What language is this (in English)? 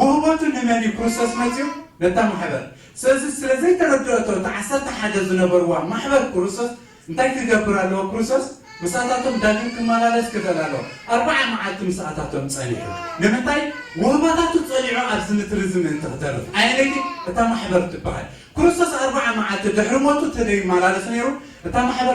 Tigrinya